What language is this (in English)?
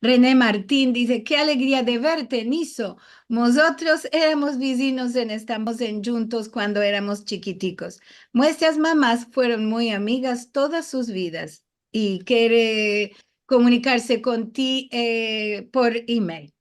Ladino